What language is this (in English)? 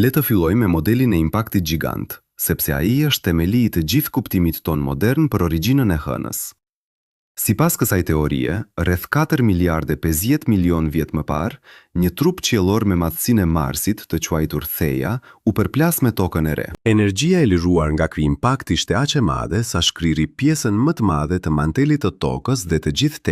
Albanian